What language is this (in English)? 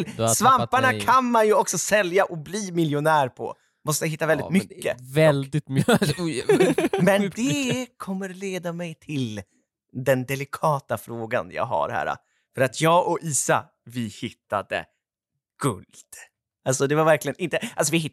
Swedish